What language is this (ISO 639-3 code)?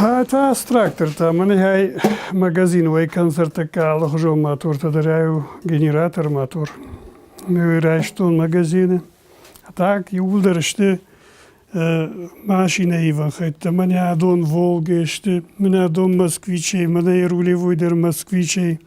oss